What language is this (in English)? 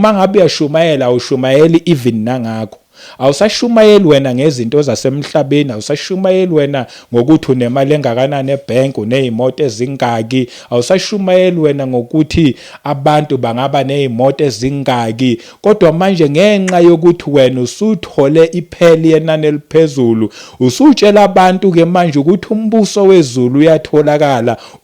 Zulu